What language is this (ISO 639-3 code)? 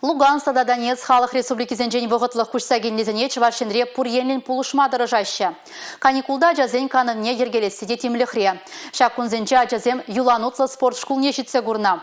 chv